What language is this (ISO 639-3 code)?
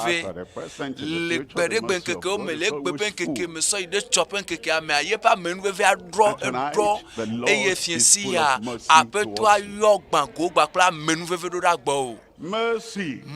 ewe